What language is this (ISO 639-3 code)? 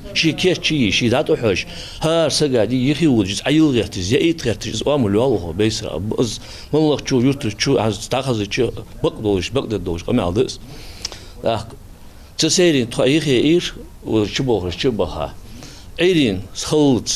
inh